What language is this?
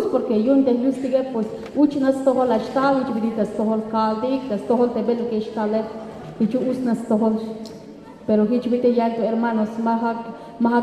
Tzeltal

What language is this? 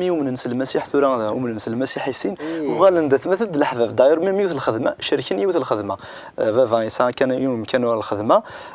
Kabyle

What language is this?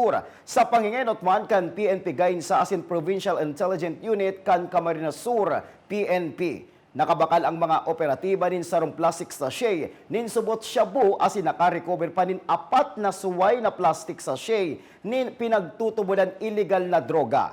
Bikol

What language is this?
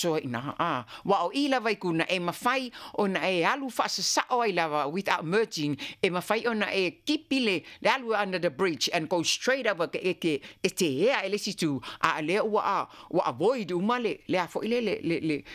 Samoan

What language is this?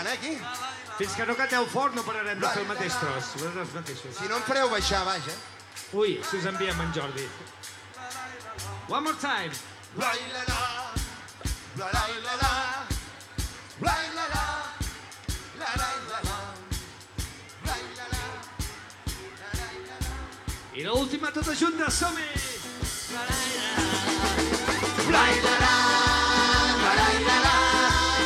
Catalan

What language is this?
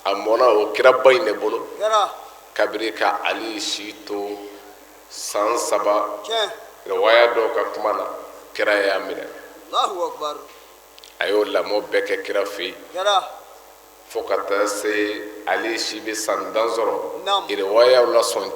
Bambara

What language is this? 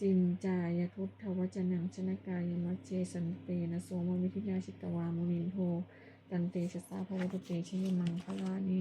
Pali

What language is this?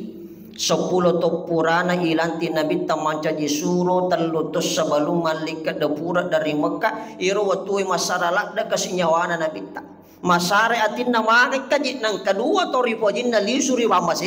Buginese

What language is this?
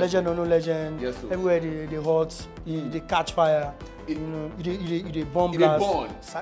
Nigerian Pidgin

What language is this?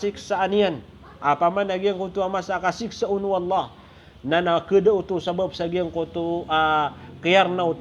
Maranao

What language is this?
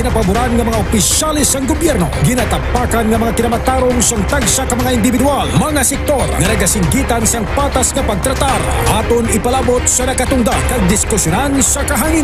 Hiligaynon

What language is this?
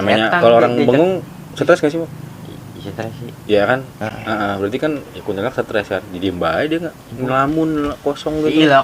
Betawi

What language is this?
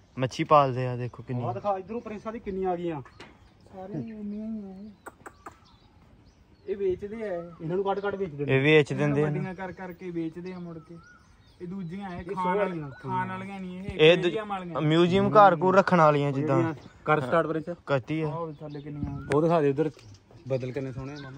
Punjabi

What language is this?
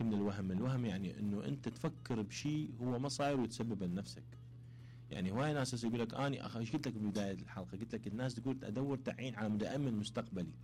Mesopotamian Arabic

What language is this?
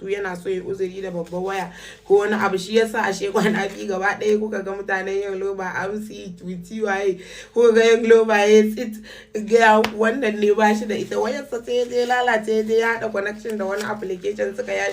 Hausa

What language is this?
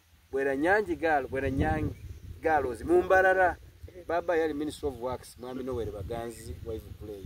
Soga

